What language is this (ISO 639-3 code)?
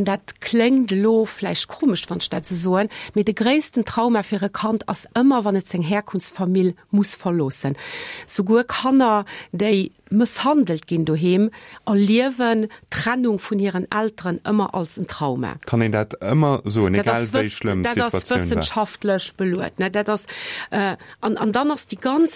ltz